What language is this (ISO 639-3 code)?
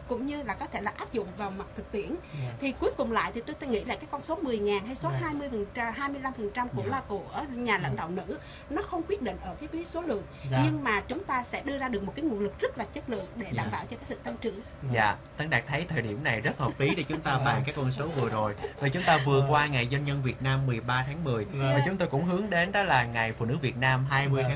vie